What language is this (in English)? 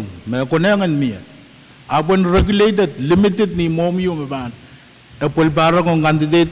Pohnpeian